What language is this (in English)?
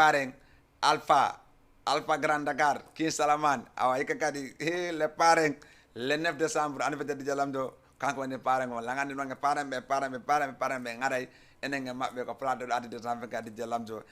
Fula